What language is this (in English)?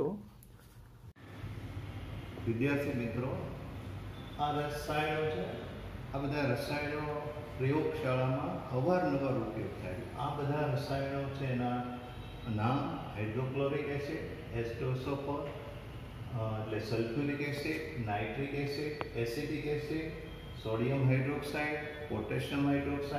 Gujarati